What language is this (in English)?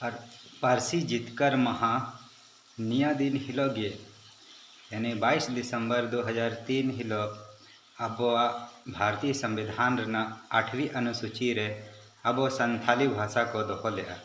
Santali